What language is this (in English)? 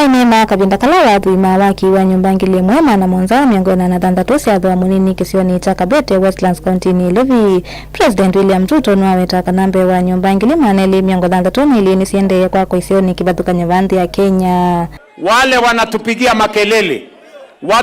Kamba